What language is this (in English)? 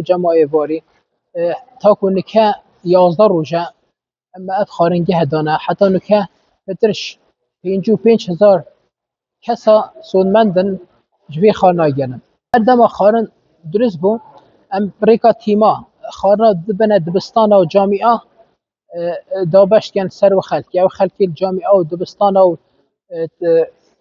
Kurdish